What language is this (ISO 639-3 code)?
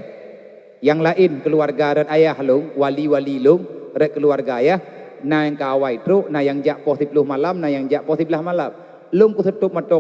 ace